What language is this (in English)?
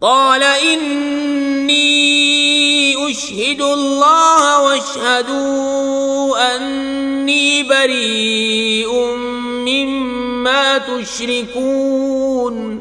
Kashmiri